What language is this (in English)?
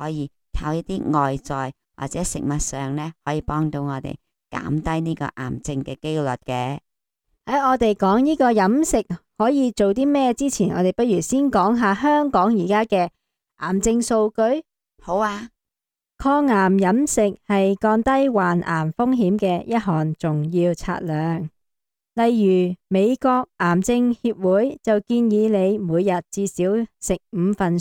Cantonese